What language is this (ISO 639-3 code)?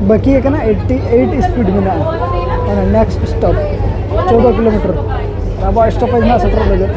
sat